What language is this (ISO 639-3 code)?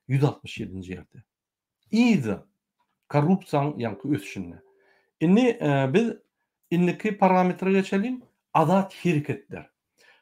tuk